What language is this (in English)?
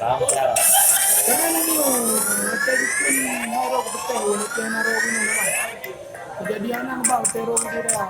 Achinese